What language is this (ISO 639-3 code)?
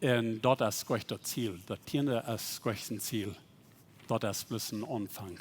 pdt